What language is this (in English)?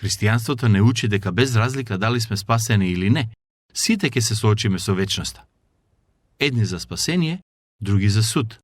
Macedonian